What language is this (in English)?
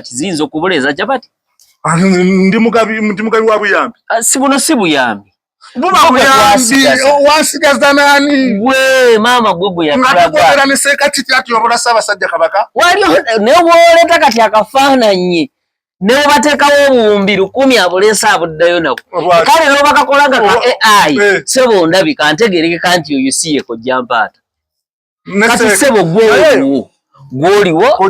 Ganda